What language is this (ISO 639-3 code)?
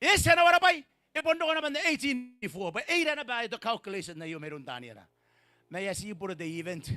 gil